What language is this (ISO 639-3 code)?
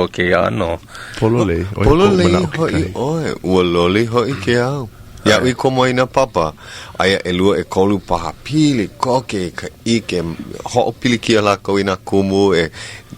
haw